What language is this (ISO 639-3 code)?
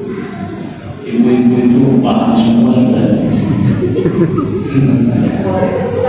ind